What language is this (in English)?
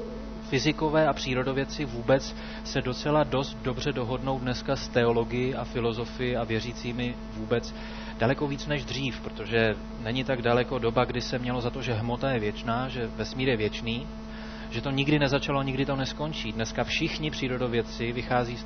Czech